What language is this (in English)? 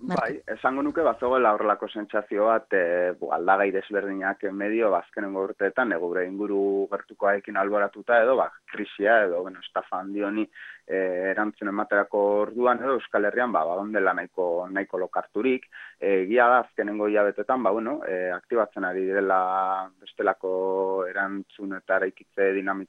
Basque